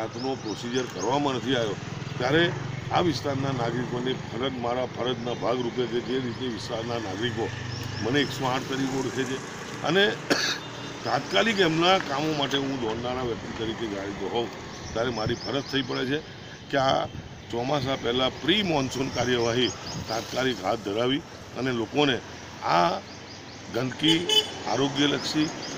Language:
Gujarati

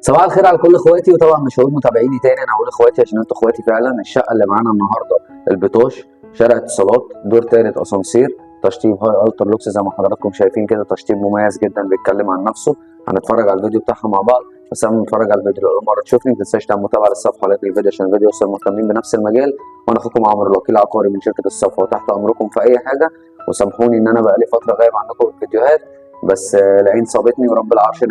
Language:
Egyptian Arabic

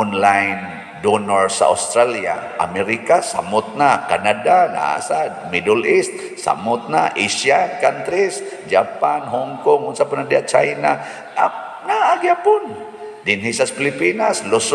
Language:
Cebuano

